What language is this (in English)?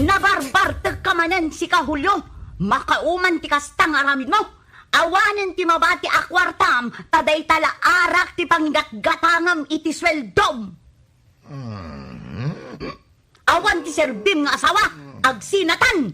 Iloko